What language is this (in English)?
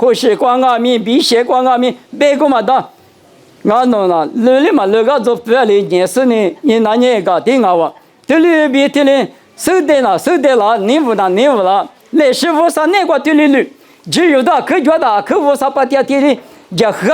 Lisu